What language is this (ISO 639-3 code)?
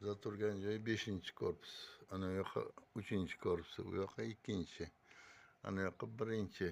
uzb